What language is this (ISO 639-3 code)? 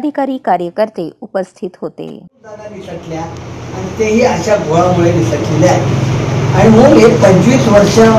mar